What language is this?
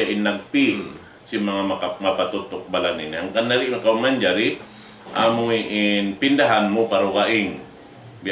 Tausug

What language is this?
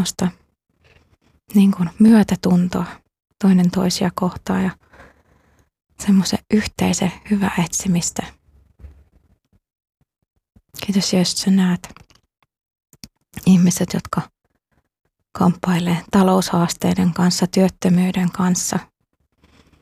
Finnish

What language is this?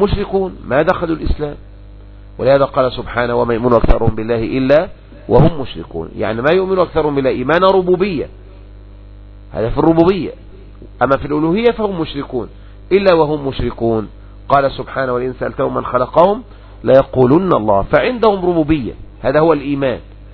Arabic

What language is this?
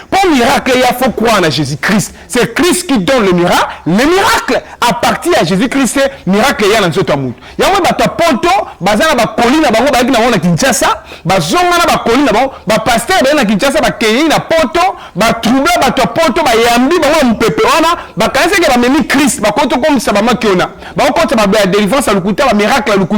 Lingala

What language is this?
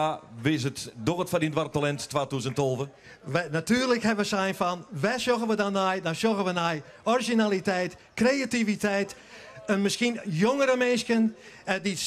Western Frisian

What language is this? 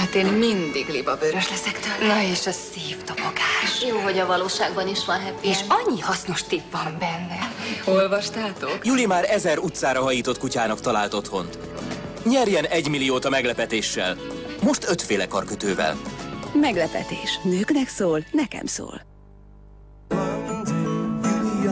Hungarian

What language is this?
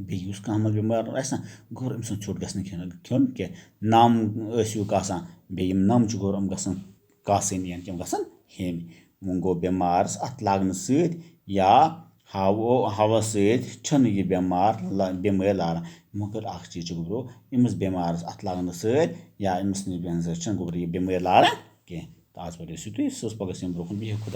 Kashmiri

